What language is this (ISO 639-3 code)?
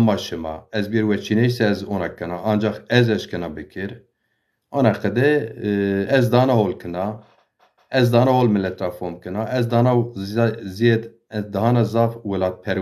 zza